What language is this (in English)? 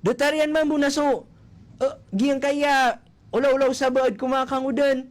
Maranao